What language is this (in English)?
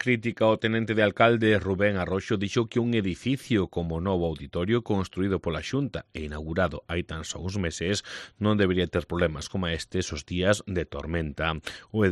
Galician